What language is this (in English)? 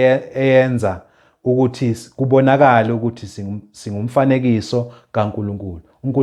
Zulu